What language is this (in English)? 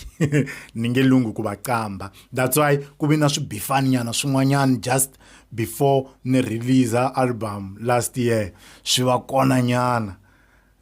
Tsonga